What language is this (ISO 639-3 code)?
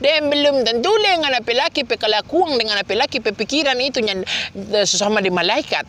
xmm